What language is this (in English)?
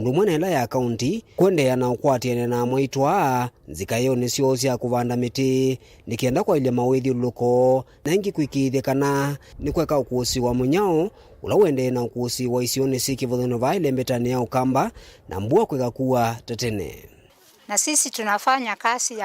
Kamba